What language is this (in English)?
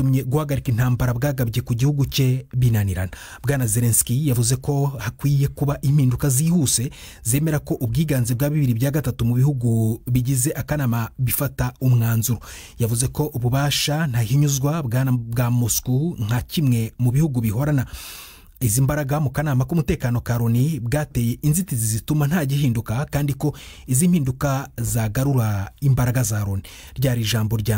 Kinyarwanda